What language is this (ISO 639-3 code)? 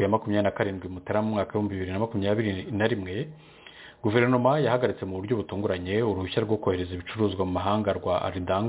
kin